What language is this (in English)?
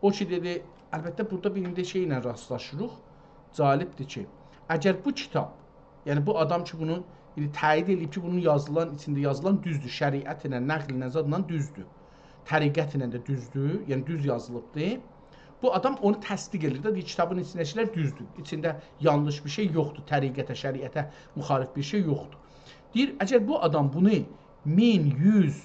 South Azerbaijani